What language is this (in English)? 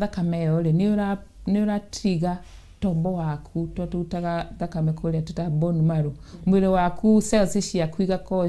Kikuyu